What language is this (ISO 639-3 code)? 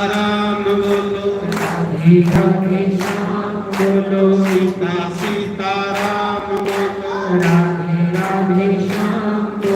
doi